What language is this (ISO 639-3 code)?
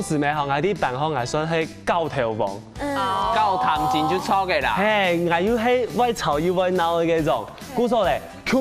hak